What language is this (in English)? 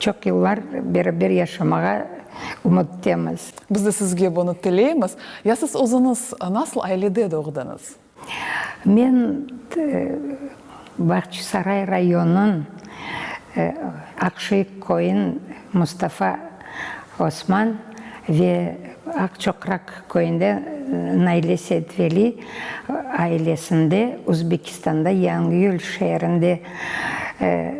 Crimean Tatar